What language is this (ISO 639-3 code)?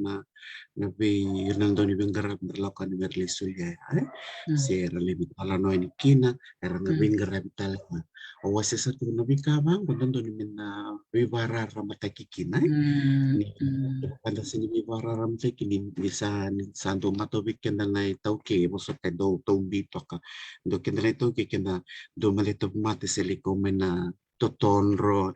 fij